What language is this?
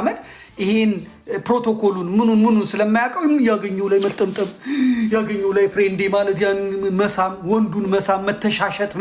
Amharic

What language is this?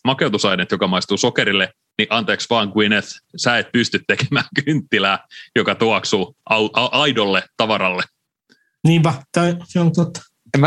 Finnish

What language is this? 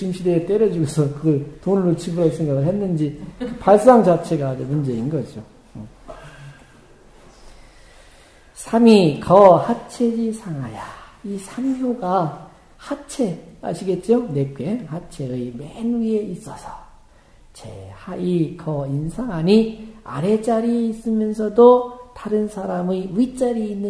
Korean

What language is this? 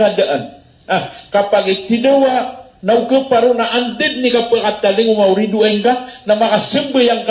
Maranao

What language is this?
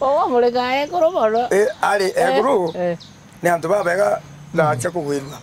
Meru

